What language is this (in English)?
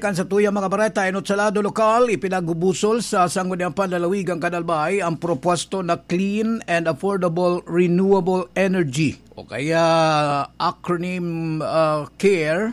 Bikol